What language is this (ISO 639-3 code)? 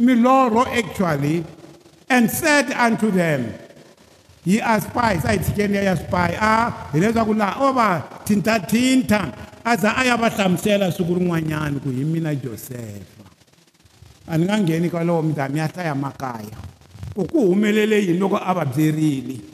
tso